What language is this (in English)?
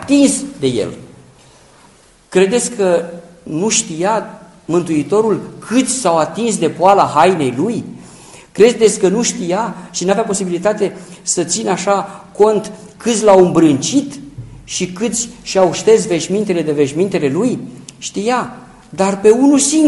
Romanian